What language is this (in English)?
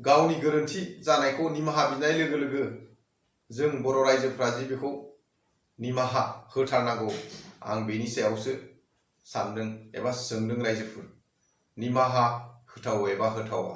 Bodo